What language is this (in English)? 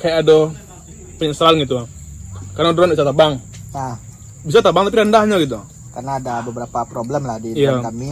Minangkabau